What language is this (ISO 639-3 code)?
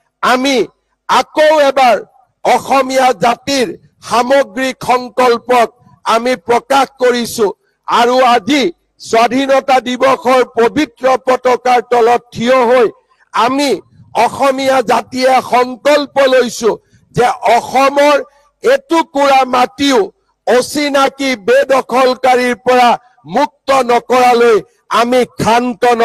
asm